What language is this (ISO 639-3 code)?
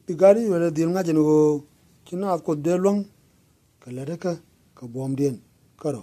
nus